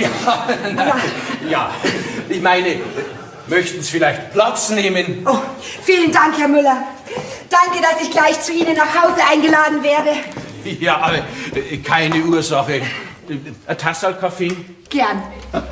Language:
Bavarian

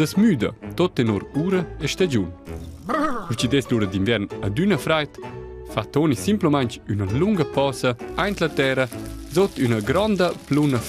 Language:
Romansh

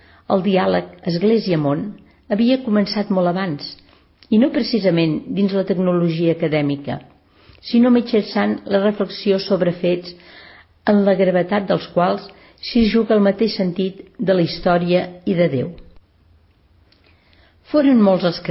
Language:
Catalan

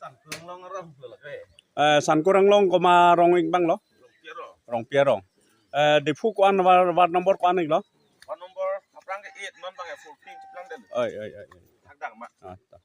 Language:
Karbi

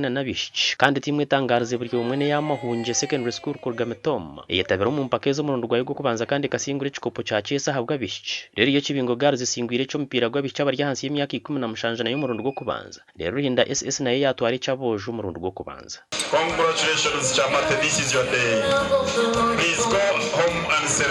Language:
Nyankole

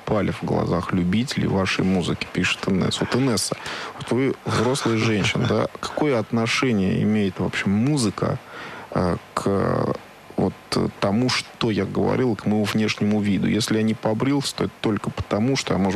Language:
Russian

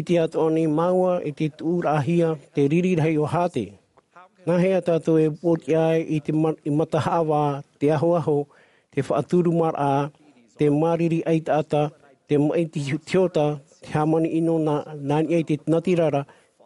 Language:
Tahitian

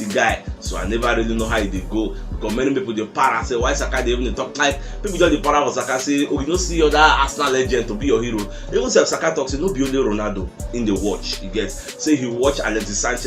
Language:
Nigerian Pidgin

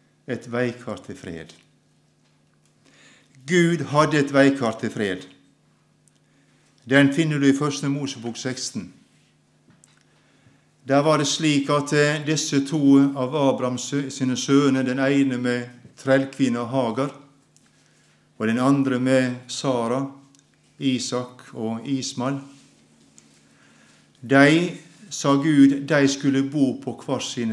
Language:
Norwegian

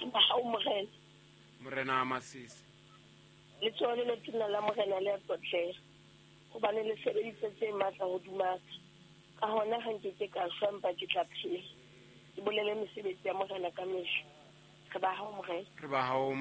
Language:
Southern Sotho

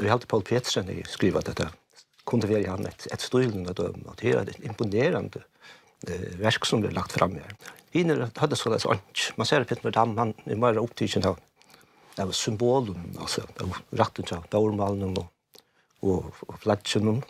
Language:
Faroese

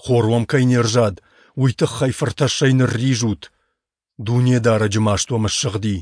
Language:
Ossetic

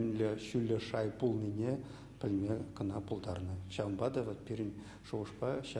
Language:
Chuvash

